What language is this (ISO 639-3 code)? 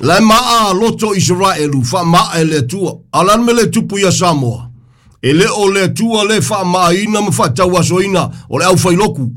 smo